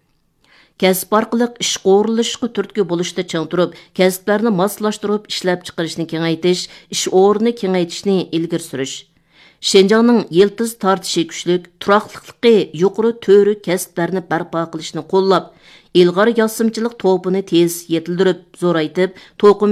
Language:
Uyghur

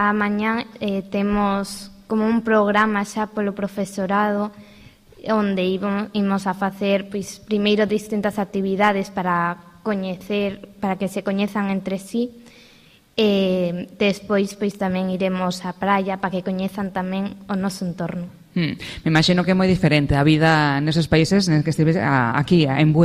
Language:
Galician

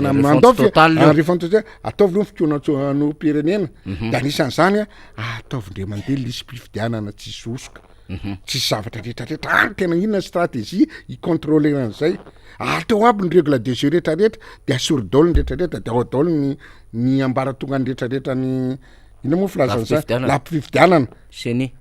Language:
Malagasy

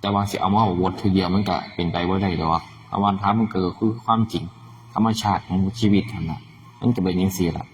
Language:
Northeastern Thai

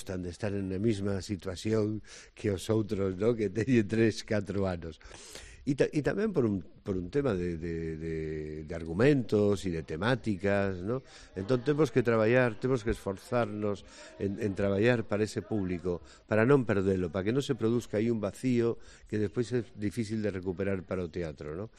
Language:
Galician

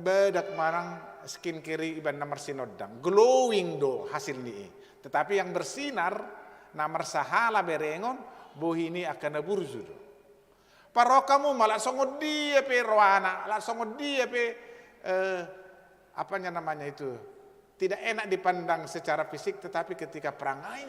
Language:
Batak Toba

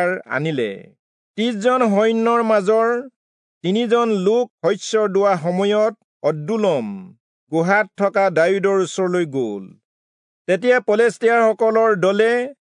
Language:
Assamese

